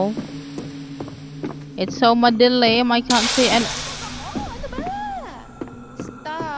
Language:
Filipino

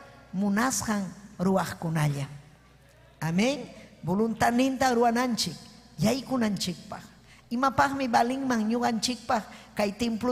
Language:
Ayacucho Quechua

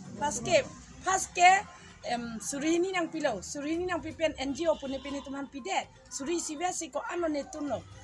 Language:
Karbi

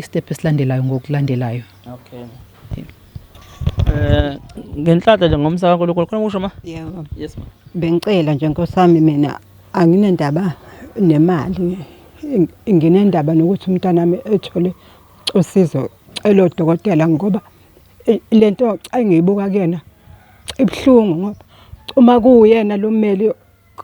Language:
Zulu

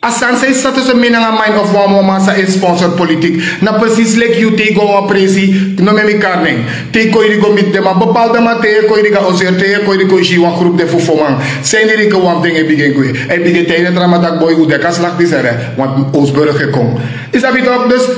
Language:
Sranan Tongo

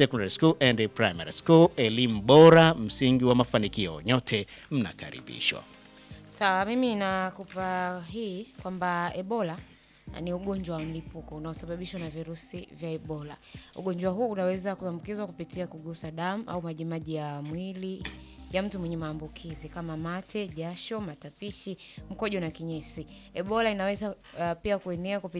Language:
Swahili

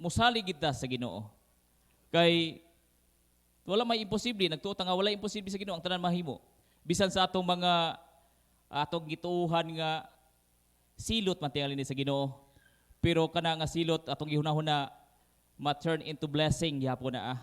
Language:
Cebuano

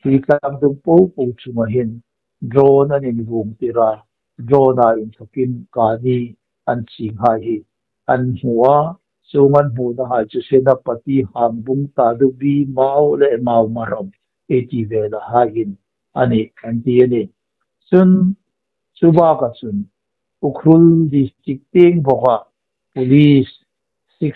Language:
Hmar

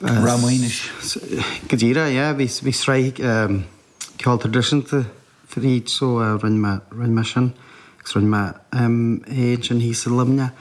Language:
Irish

